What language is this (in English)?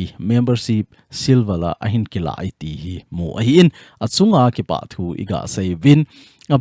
Thado Chin